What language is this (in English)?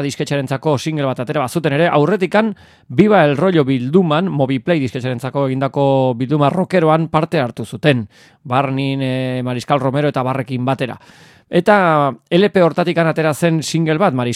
Basque